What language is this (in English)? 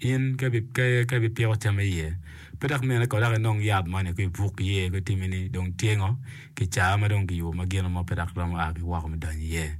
Acoli